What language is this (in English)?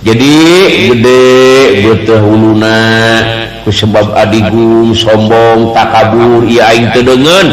Sundanese